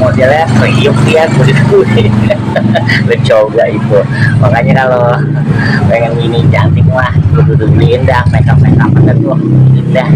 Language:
Betawi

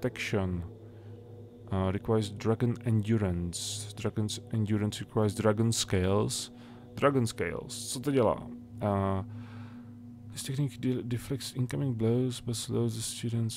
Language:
Czech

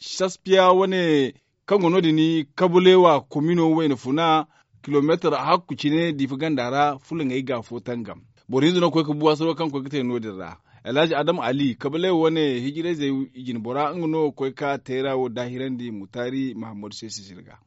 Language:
Zarma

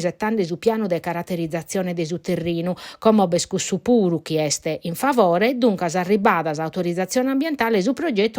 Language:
Sardinian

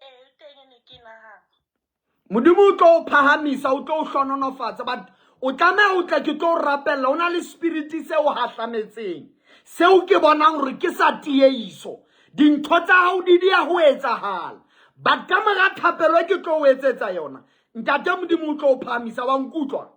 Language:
Southern Sotho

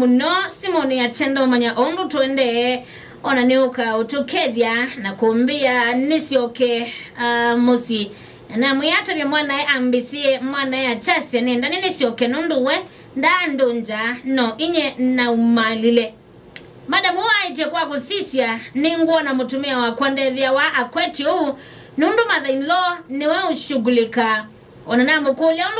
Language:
Kamba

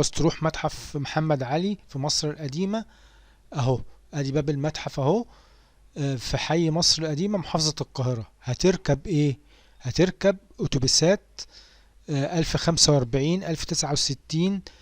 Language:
Egyptian Arabic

